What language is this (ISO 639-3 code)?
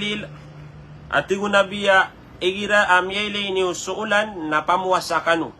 mrw